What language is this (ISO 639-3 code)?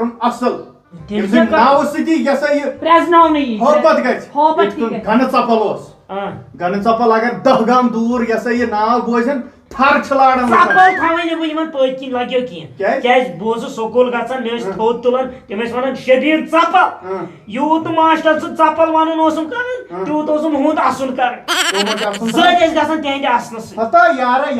kas